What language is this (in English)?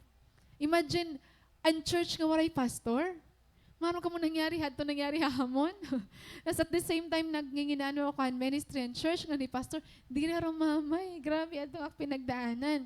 Waray